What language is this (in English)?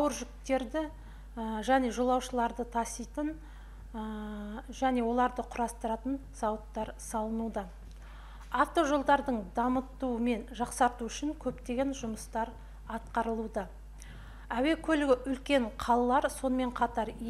Kazakh